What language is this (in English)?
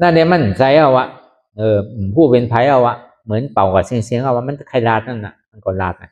Shan